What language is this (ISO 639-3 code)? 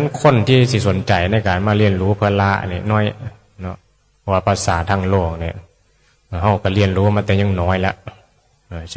tts